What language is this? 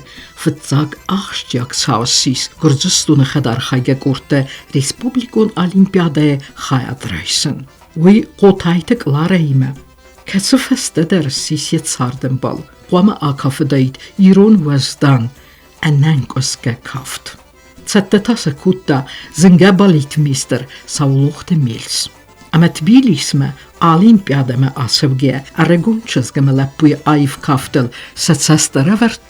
Ossetic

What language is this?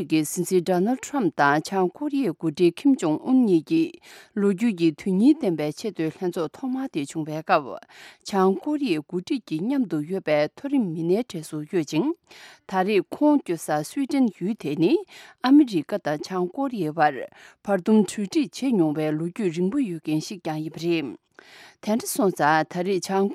Tibetan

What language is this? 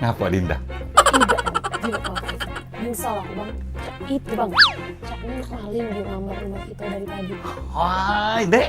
Musi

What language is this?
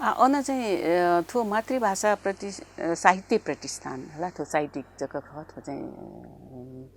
Newari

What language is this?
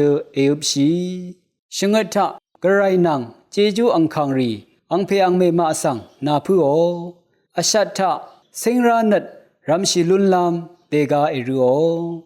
Rawang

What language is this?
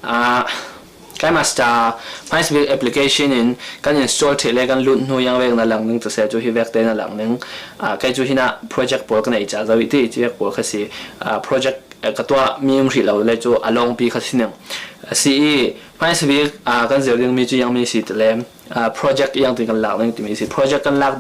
Falam Chin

